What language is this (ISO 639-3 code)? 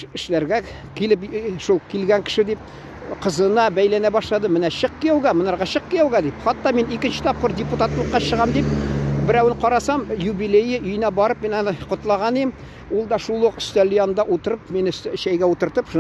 tat